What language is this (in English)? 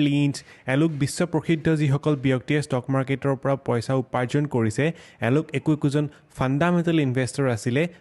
Assamese